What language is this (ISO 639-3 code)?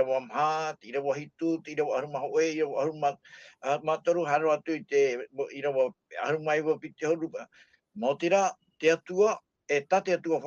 tah